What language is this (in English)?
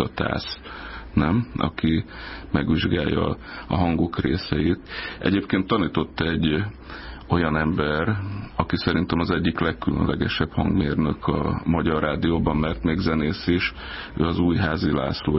Hungarian